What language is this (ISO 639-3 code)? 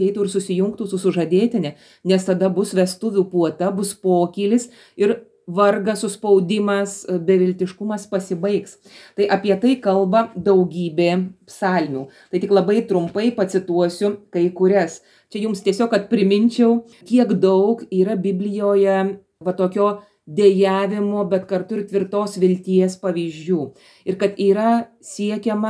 lit